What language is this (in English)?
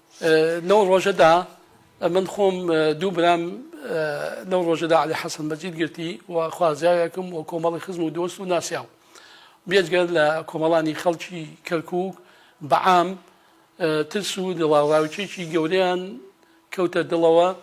Central Kurdish